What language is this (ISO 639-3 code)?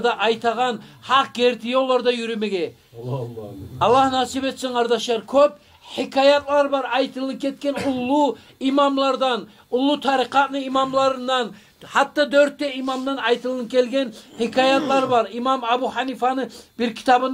kum